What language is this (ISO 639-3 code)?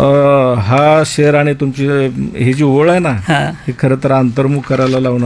mar